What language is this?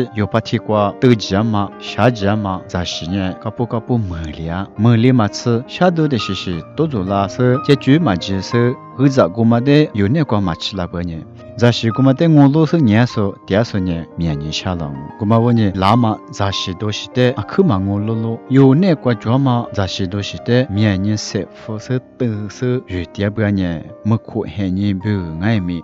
Lisu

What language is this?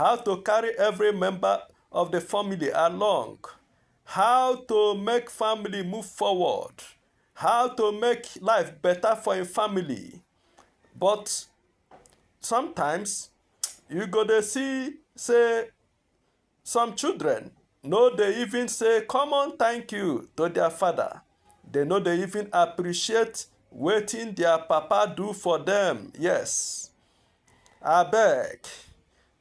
Nigerian Pidgin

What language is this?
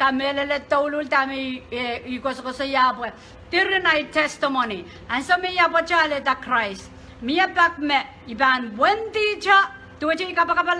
Pohnpeian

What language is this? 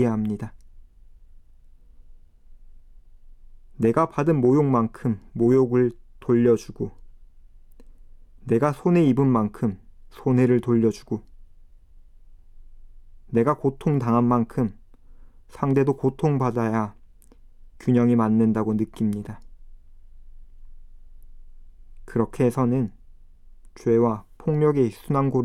Korean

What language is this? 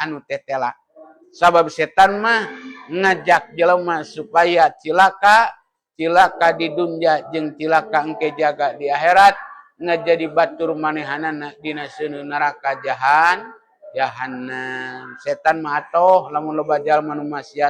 Sundanese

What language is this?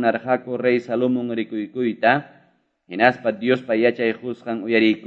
Quechua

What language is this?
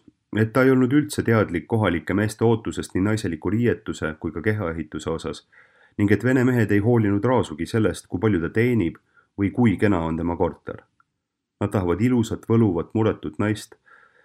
Estonian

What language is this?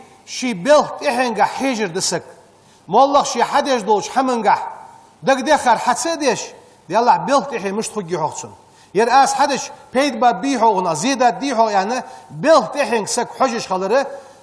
Ingush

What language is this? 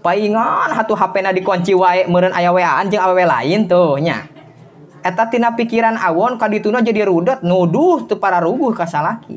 Sundanese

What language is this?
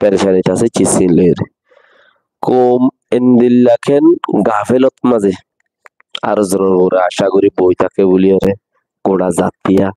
Rohingya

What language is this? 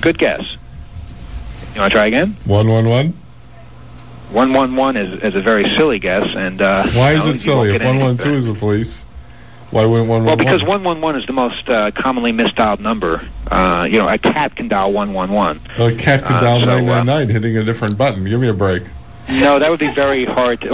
English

